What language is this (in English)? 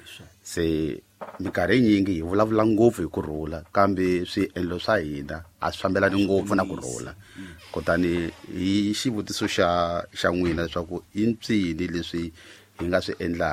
Tsonga